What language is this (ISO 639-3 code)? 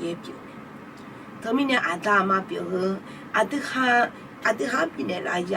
ahk